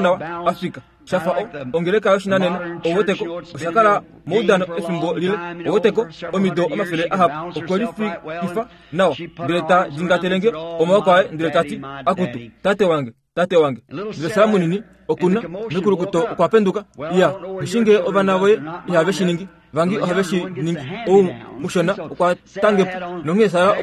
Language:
Kuanyama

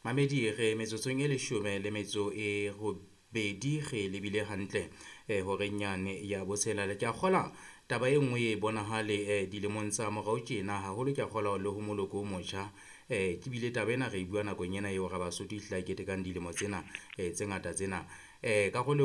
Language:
Southern Sotho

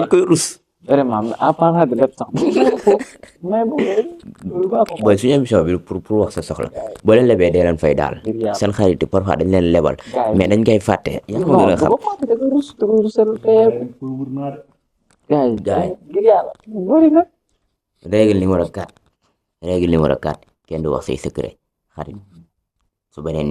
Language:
Wolof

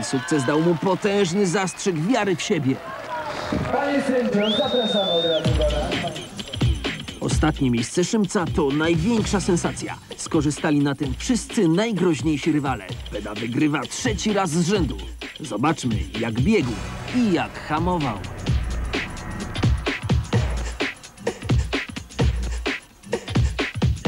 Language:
Polish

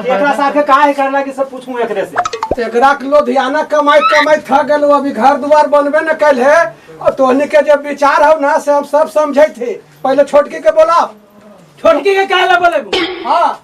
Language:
Magahi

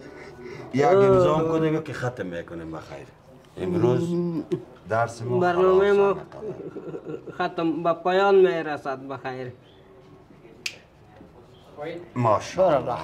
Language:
Persian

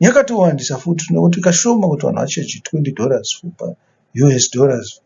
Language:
Shona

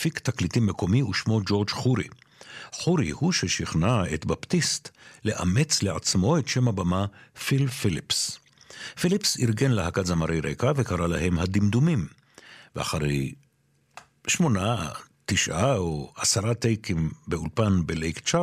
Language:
Hebrew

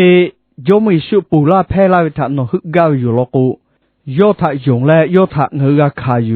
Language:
Lahu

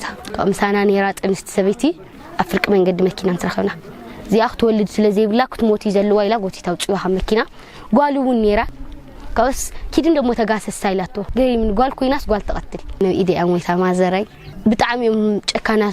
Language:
Tigrinya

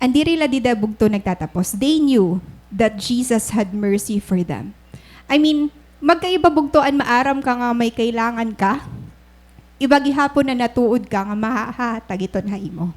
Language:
Waray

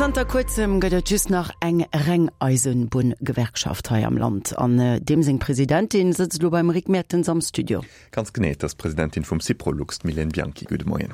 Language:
Luxembourgish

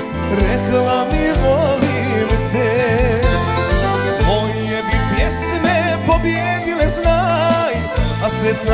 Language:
Croatian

